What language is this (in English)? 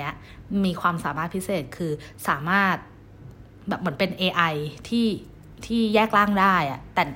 Thai